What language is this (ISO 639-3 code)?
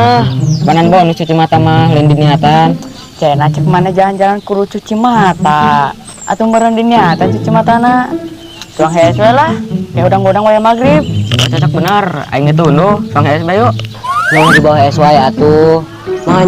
sun